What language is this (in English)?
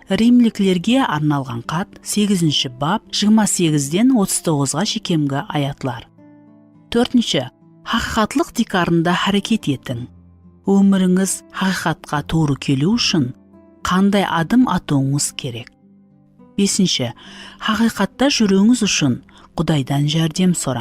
Kara-Kalpak